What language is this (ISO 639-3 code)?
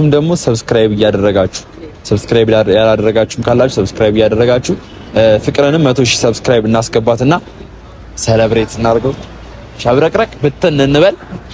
amh